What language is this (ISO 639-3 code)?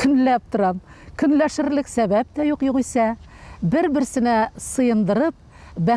tat